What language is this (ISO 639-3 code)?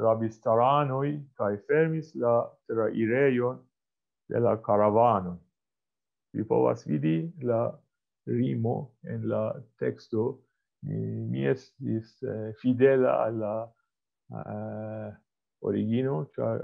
epo